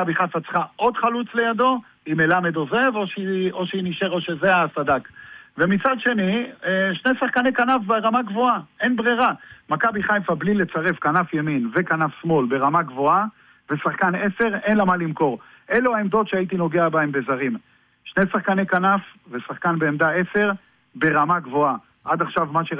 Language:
Hebrew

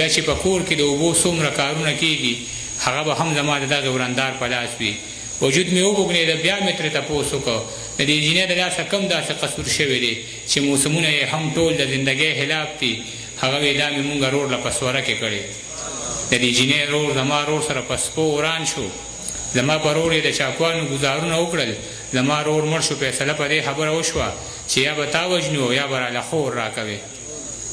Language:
Pashto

